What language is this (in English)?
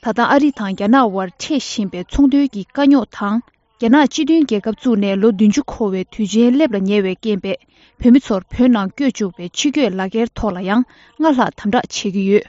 Tibetan